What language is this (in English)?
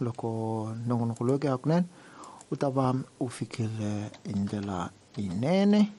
Tsonga